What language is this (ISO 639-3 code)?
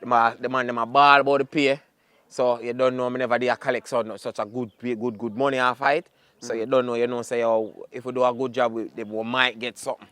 jam